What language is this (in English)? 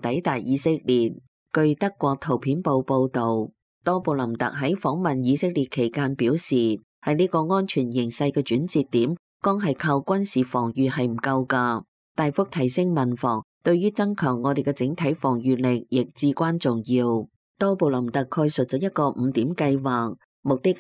Cantonese